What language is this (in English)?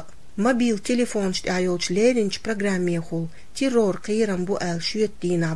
Chechen